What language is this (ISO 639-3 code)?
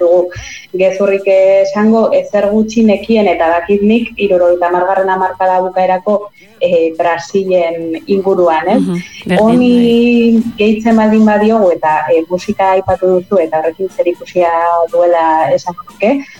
eus